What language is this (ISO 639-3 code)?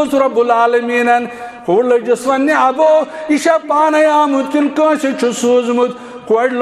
kas